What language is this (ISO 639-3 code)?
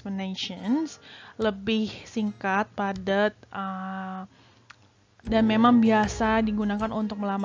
ind